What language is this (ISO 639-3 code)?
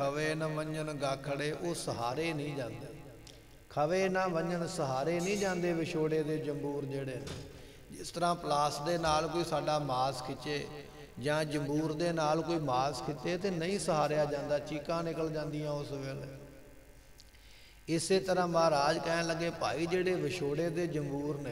pan